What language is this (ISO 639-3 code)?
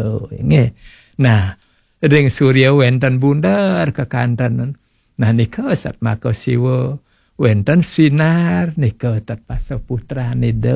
ban